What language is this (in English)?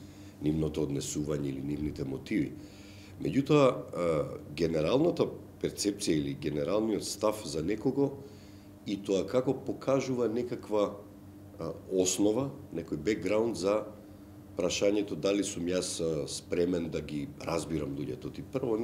Macedonian